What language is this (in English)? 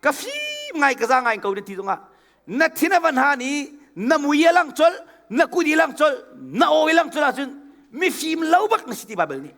Hakha Chin